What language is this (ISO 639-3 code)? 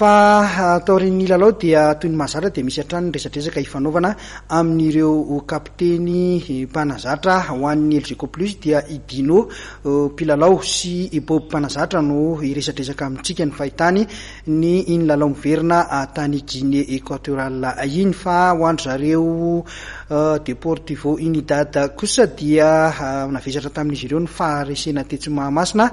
mlg